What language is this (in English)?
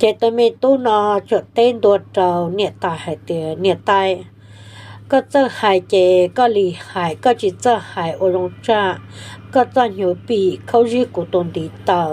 Hmong